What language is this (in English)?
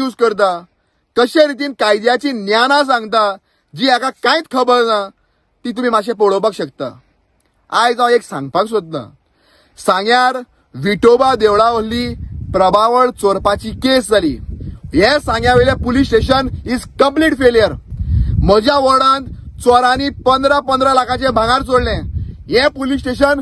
Konkani